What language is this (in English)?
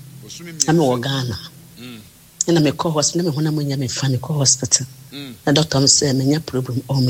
Akan